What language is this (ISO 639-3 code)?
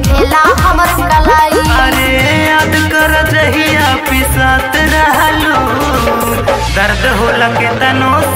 bho